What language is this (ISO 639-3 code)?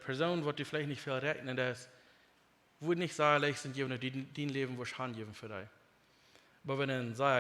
pdt